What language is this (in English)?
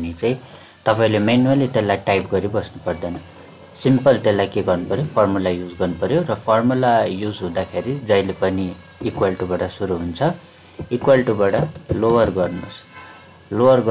Nepali